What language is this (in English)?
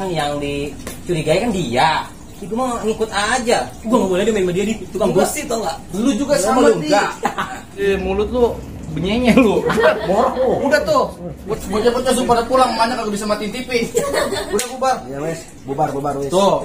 Betawi